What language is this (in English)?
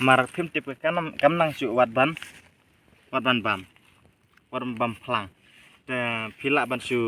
Khasi